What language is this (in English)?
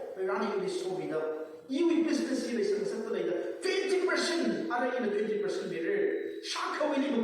Tangkhul Naga (India)